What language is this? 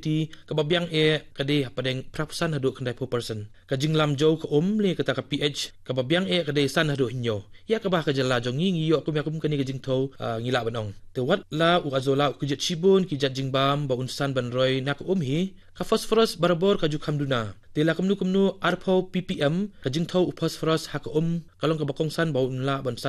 Khasi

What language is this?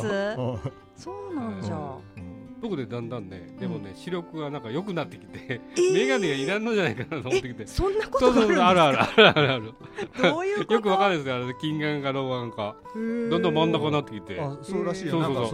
Japanese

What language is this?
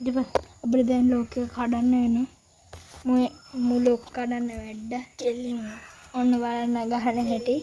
Sinhala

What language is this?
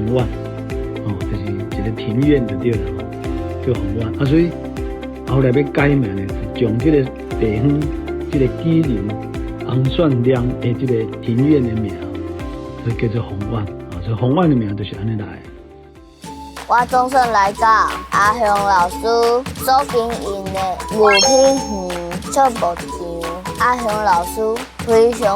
Min Nan Chinese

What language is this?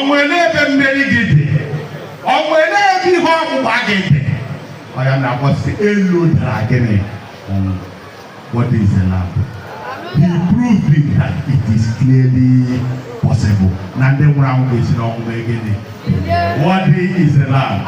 Igbo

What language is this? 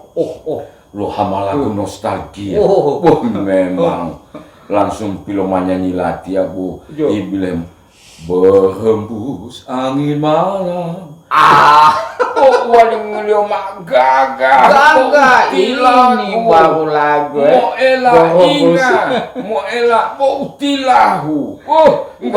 Gorontalo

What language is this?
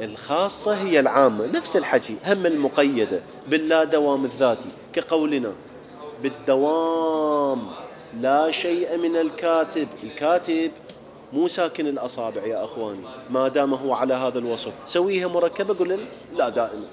Mesopotamian Arabic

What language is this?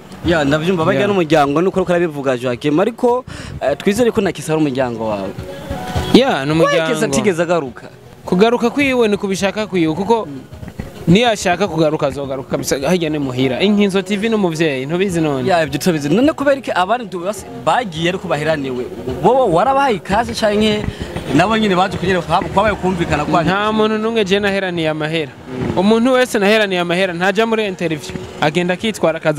Rundi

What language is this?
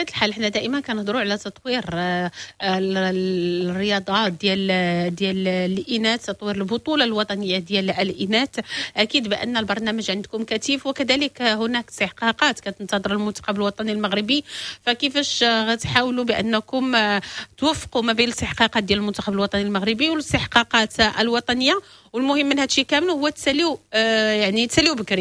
Moroccan Arabic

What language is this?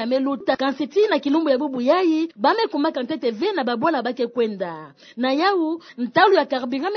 Kituba (Democratic Republic of Congo)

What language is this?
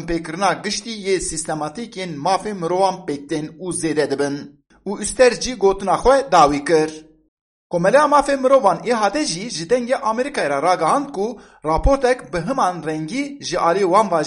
Kurdish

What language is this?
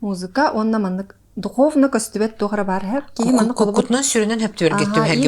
Yakut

